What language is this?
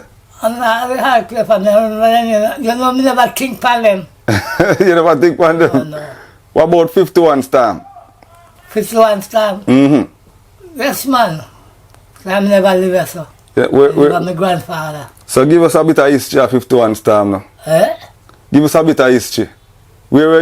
Jamaican Creole English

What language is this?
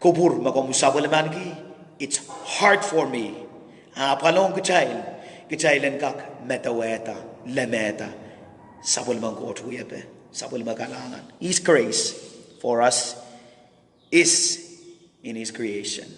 Pohnpeian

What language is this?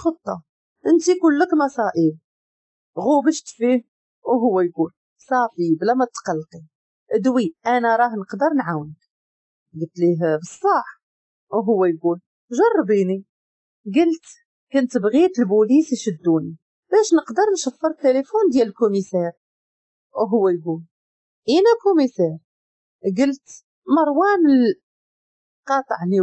Moroccan Arabic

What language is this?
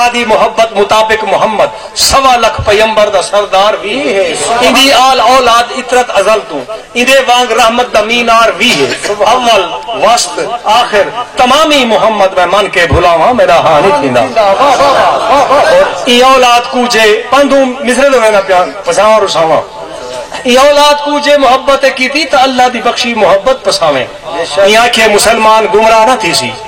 Saraiki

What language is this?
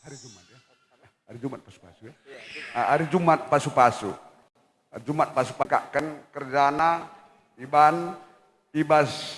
Batak Karo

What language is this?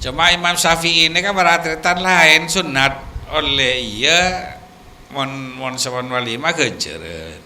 Madurese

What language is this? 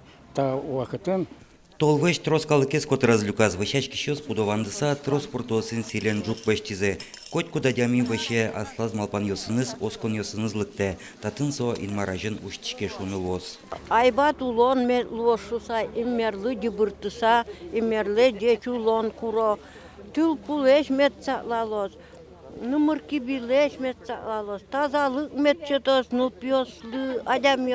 Udmurt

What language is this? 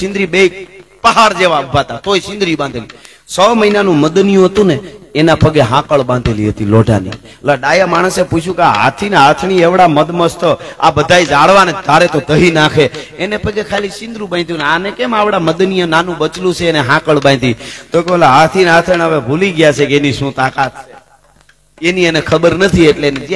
Gujarati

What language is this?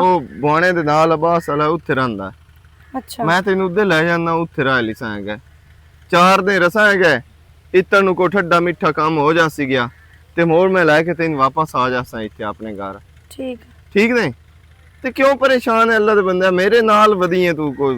Western Panjabi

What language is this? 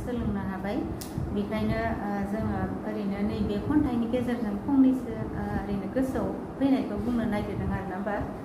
Bodo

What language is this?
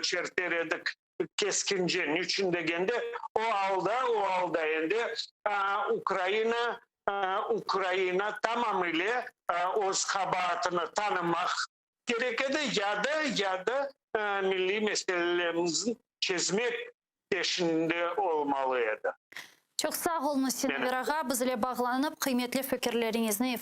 Crimean Tatar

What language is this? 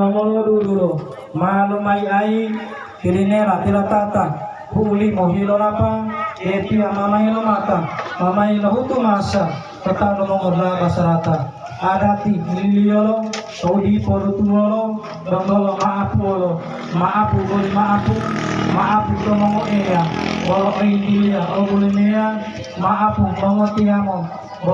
Gorontalo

